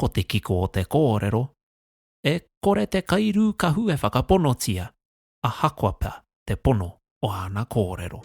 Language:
Māori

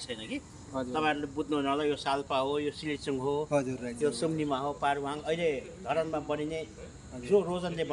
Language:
Nepali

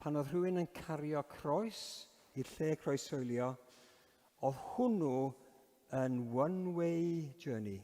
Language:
Welsh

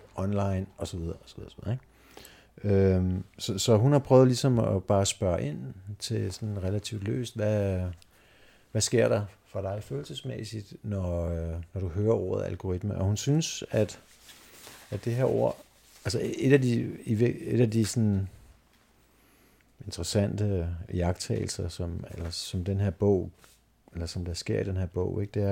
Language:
Danish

